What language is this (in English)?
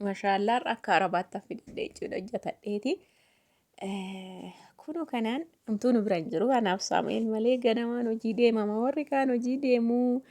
Oromo